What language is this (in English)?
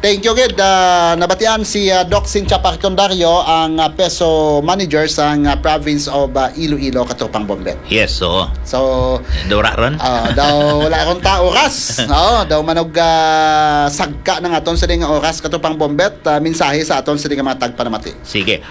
Hiligaynon